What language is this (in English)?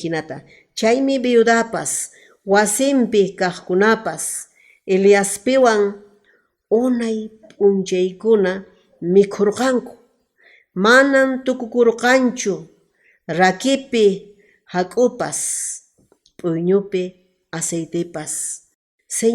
Quechua